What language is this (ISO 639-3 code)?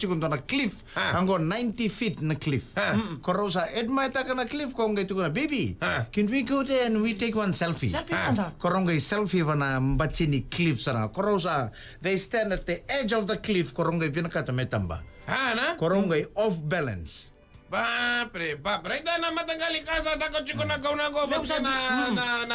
fij